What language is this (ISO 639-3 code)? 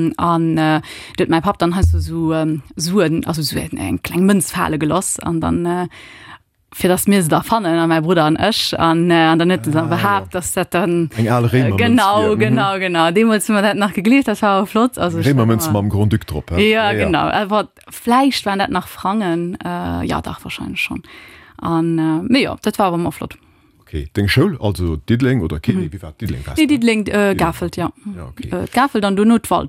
ltz